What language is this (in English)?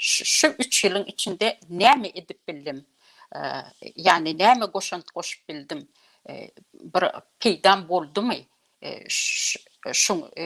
Turkmen